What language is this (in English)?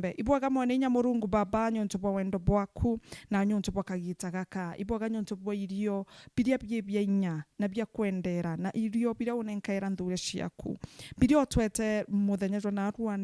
Meru